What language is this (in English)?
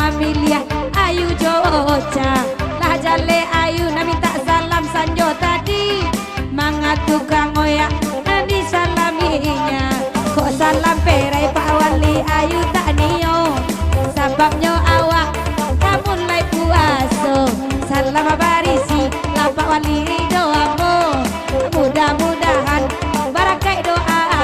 Minangkabau